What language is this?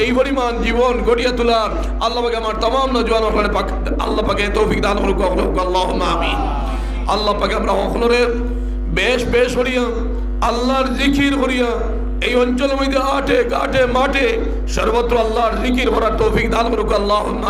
Sylheti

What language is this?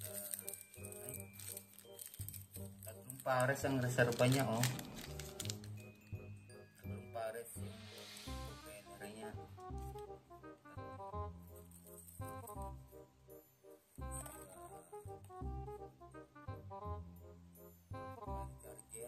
Filipino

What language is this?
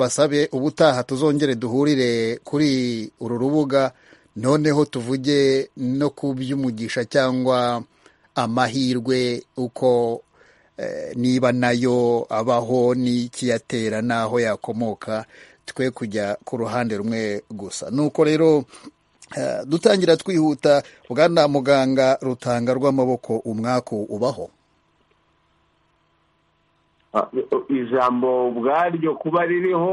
Kinyarwanda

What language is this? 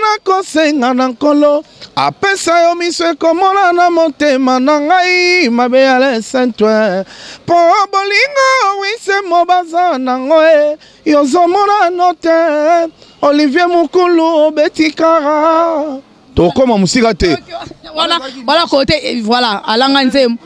Lingala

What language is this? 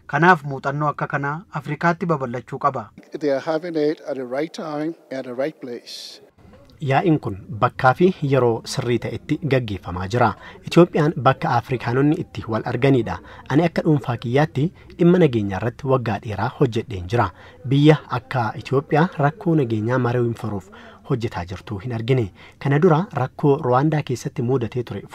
Oromo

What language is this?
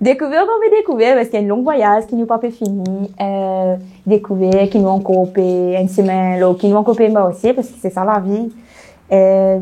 Morisyen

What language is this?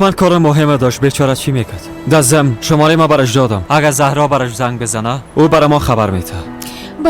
Persian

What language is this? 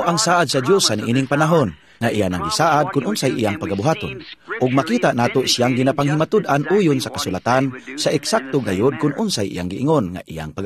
Cebuano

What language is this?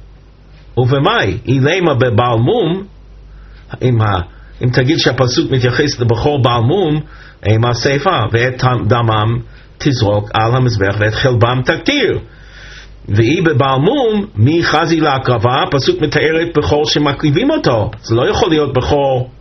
Hebrew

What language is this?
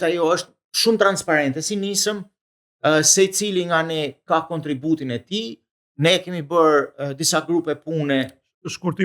Albanian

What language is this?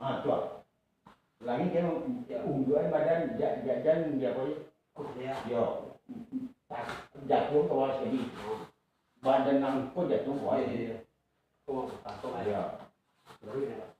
Minangkabau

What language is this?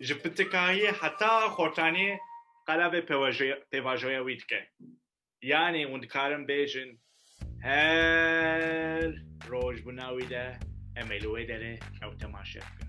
Kurdish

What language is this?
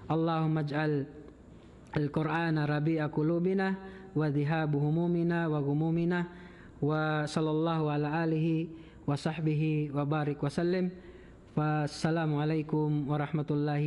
Tausug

